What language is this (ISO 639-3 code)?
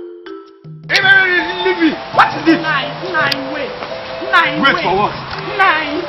pcm